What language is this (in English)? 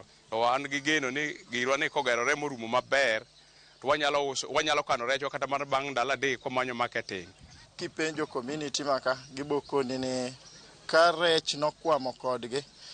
Luo (Kenya and Tanzania)